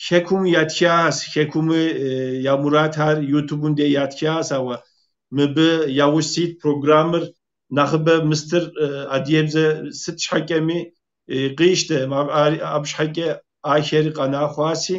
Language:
Kabardian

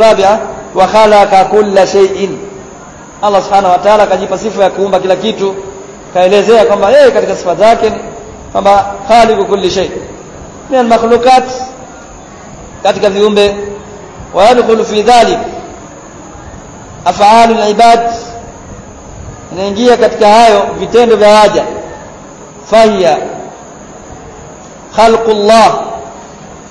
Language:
Swahili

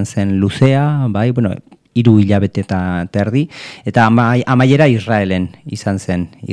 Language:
Basque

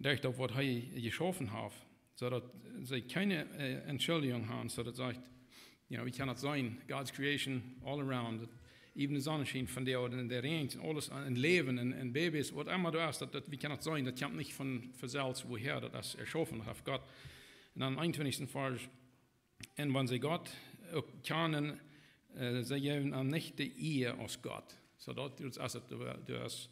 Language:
Plautdietsch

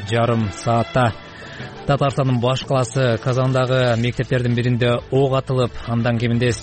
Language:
Kyrgyz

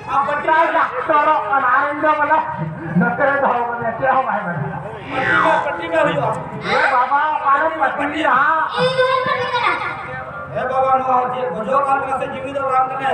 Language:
Santali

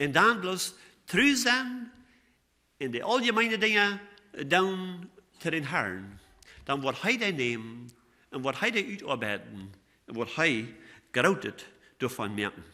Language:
Plautdietsch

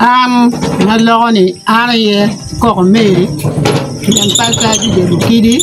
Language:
Acoli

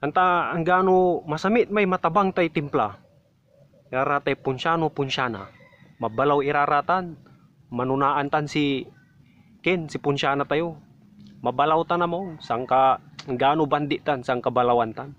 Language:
Pangasinan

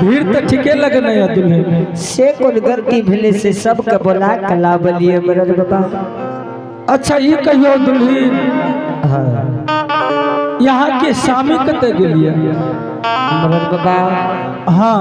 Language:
Angika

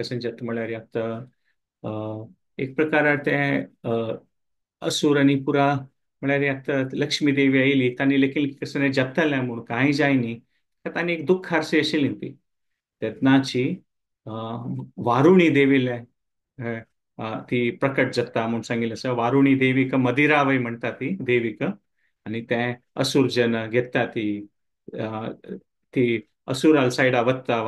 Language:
Konkani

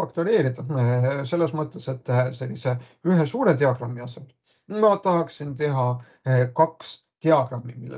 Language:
Estonian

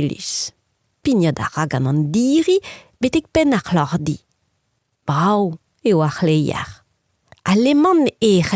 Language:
Breton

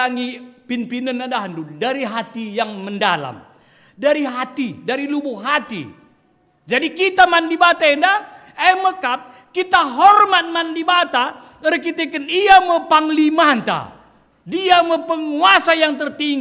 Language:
Batak Karo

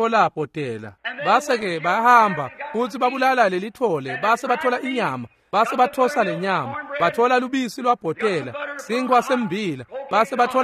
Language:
Swati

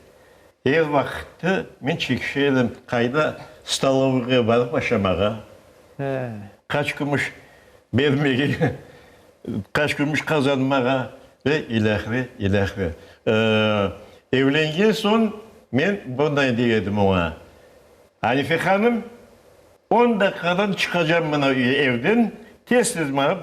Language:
Crimean Tatar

